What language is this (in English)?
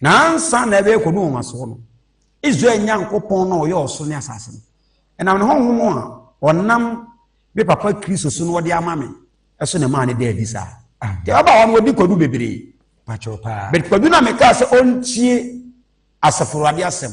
Akan